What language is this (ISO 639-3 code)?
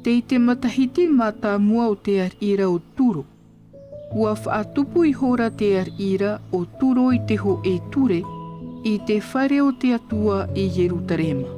tah